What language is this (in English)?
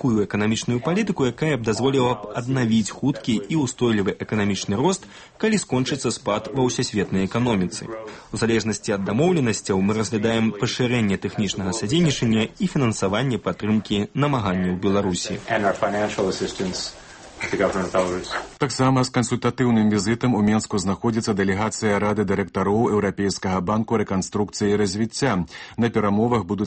Belarusian